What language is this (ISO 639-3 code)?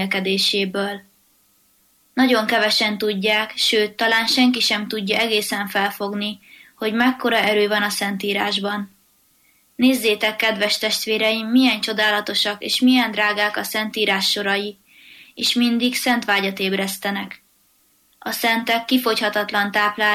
hun